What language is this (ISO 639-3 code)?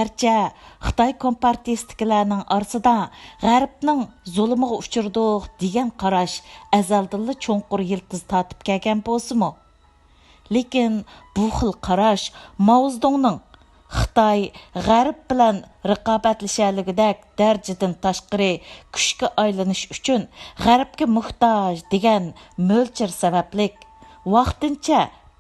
uig